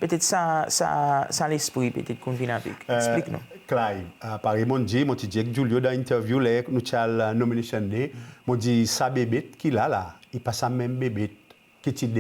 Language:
Seselwa Creole French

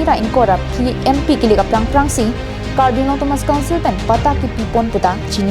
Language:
Karbi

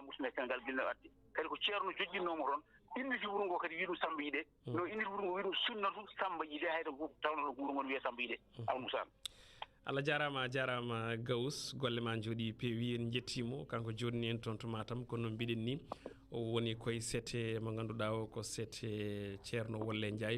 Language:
Fula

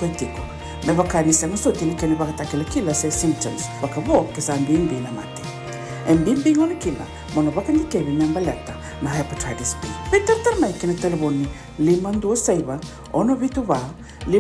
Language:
Fijian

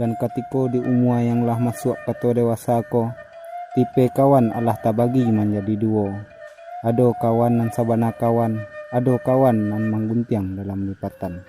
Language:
Minangkabau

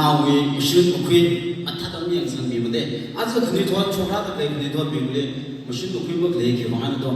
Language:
Tangkhul Naga (India)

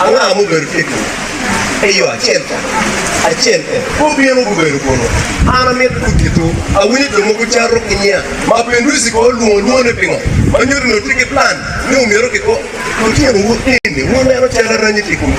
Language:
Acoli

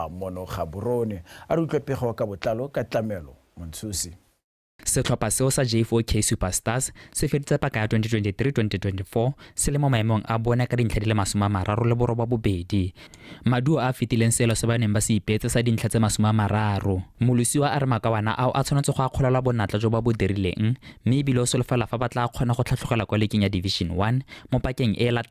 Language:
Tswana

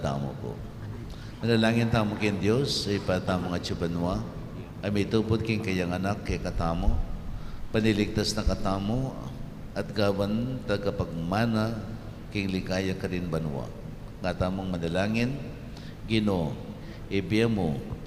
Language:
Pampanga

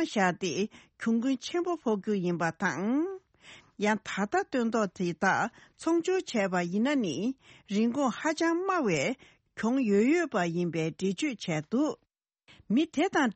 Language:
Tibetan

